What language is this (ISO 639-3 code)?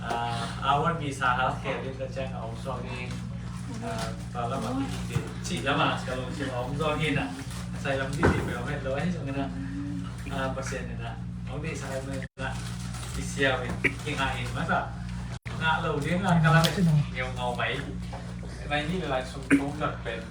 ctd